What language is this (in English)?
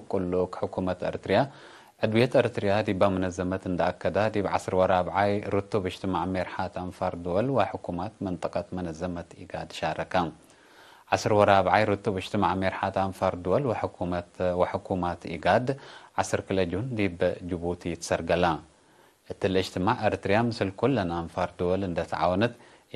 Tigre